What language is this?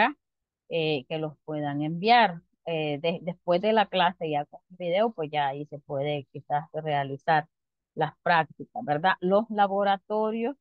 Spanish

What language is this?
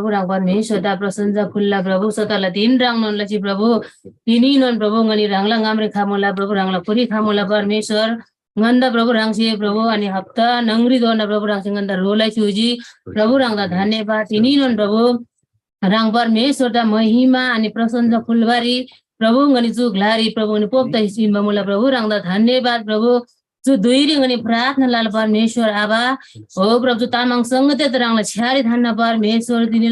Eastern Tamang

